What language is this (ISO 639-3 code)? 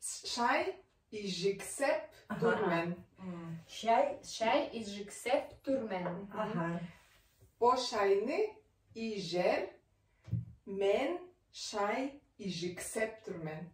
tyv